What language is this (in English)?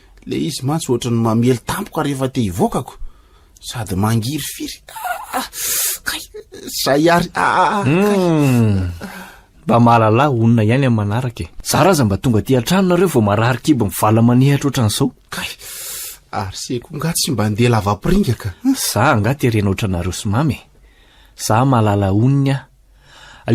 Malagasy